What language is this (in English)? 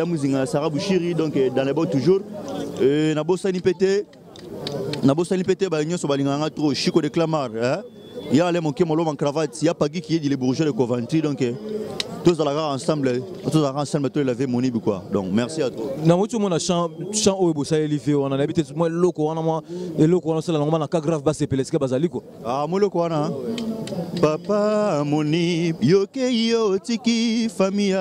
Lingala